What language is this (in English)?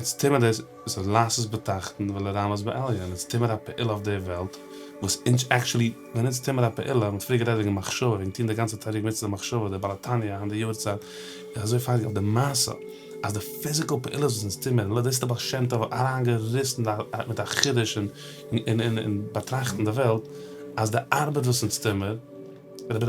Yiddish